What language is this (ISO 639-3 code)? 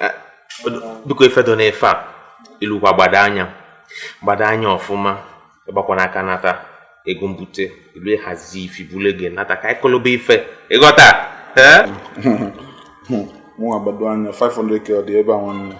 ibo